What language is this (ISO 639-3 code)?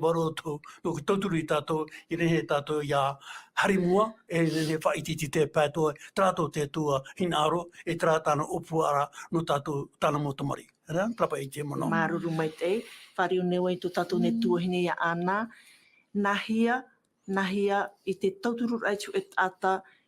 tah